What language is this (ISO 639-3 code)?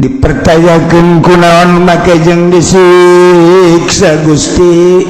sun